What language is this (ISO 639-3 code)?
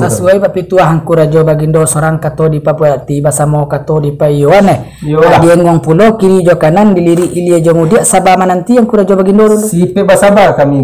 min